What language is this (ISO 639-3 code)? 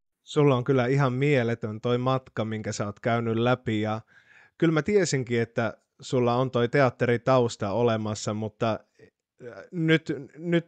fin